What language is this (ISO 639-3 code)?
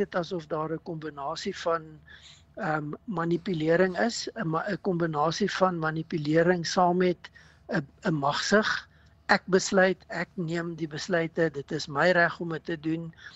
afr